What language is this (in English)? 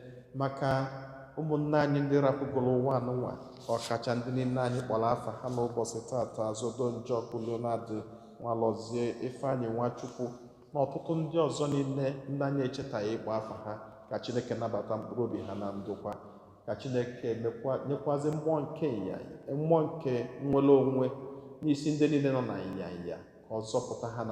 Igbo